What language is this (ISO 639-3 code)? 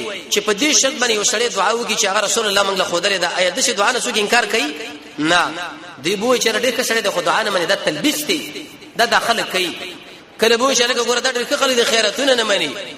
pus